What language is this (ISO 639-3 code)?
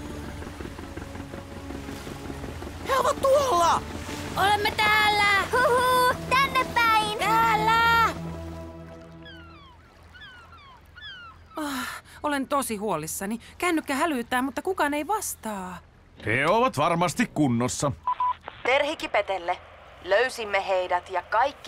fin